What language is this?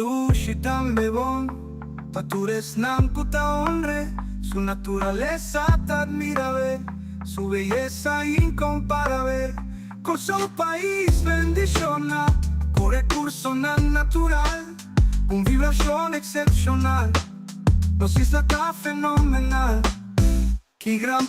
Papiamento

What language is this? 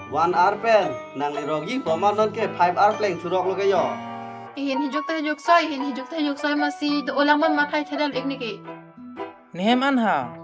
Karbi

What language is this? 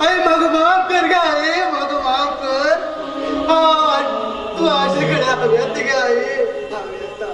Konkani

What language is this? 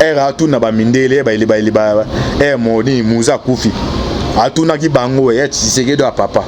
Lingala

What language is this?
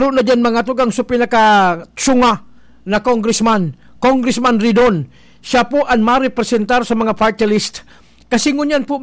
Bikol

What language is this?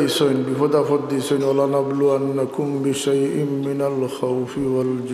Sylheti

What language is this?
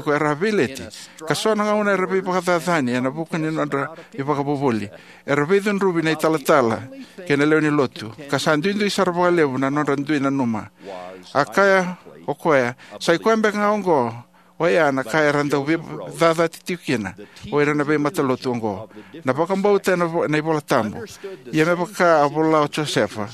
Fijian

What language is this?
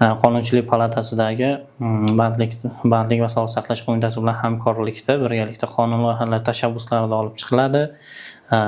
Uzbek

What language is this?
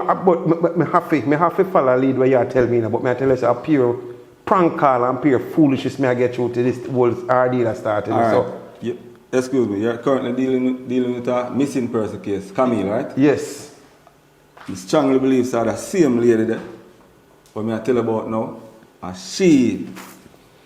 Jamaican Creole English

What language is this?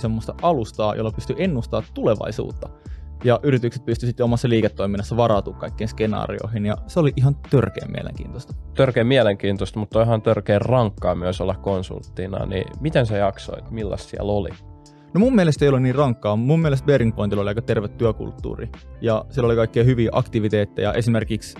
Finnish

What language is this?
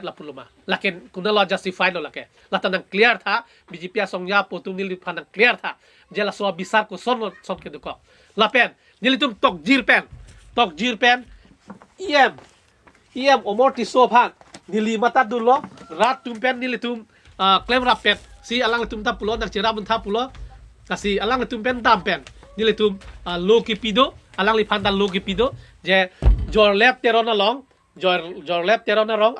Karbi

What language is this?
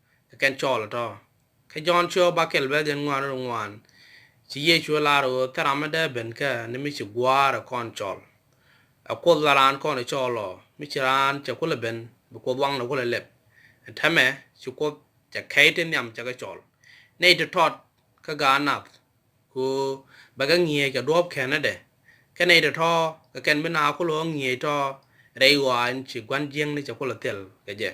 Nuer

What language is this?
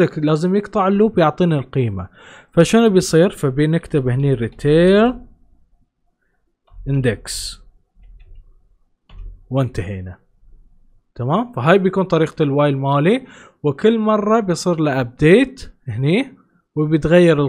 Gulf Arabic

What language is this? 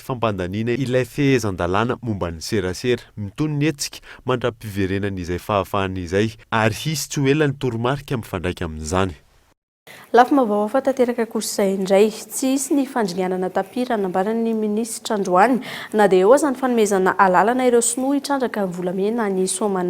Malagasy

